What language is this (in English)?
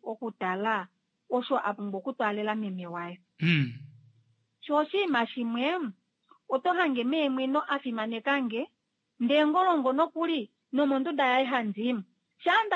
Kuanyama